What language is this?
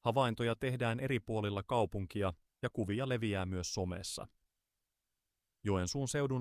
Finnish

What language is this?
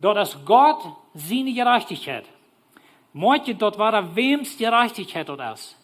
Plautdietsch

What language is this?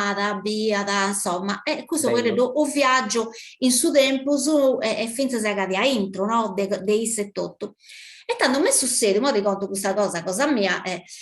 Sardinian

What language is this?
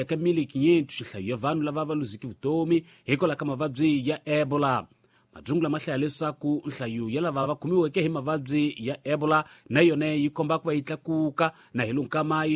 Tsonga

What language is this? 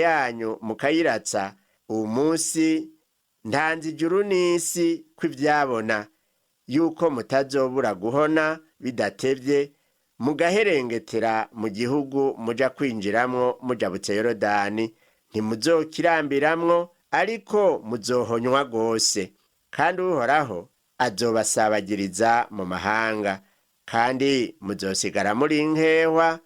Rundi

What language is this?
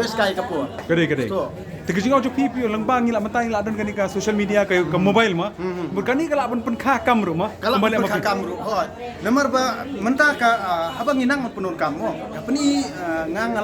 Khasi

